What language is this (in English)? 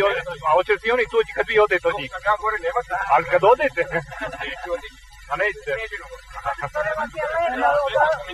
Croatian